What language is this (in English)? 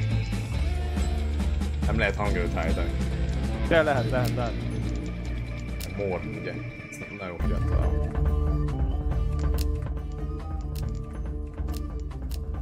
Hungarian